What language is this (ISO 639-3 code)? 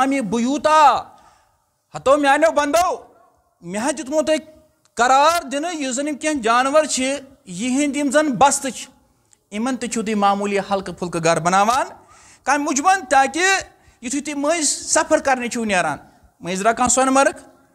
kas